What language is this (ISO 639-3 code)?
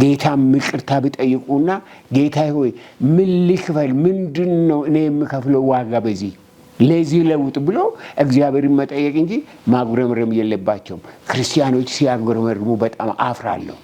amh